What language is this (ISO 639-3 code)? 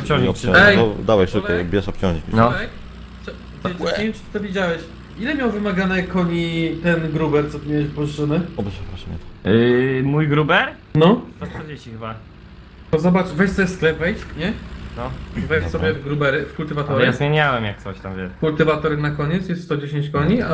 pol